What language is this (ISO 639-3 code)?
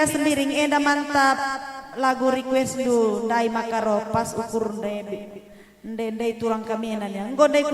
btx